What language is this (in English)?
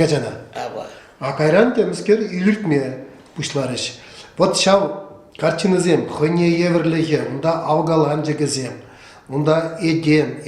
Chuvash